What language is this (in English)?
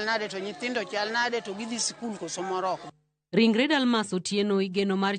Luo (Kenya and Tanzania)